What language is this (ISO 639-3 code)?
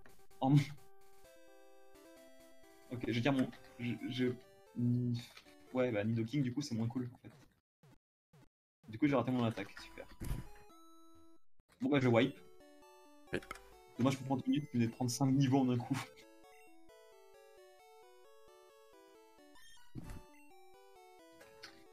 fra